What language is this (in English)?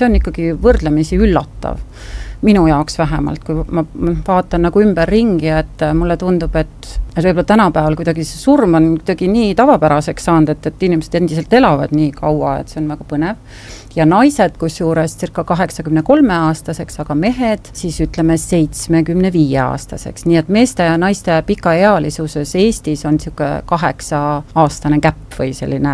Estonian